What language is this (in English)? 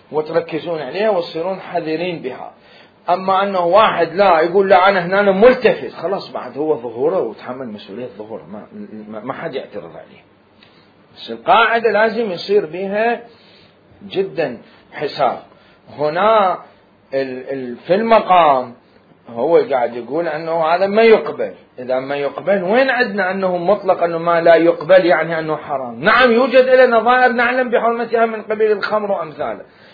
Mesopotamian Arabic